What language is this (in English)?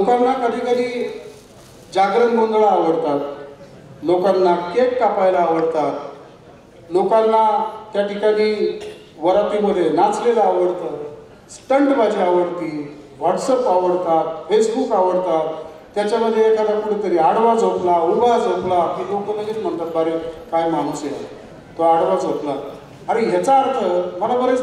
Marathi